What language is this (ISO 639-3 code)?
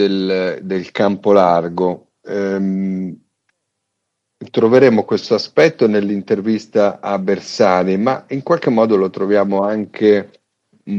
ita